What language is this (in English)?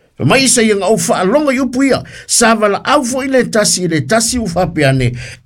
Samoan